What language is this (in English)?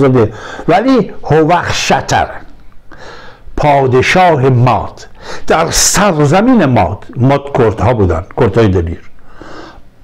Persian